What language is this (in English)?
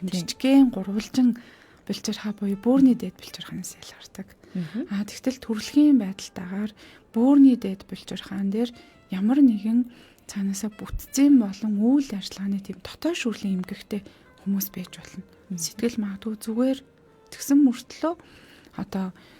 Mongolian